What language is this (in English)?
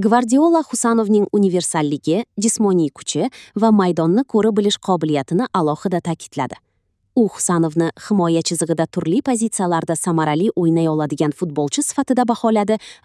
Uzbek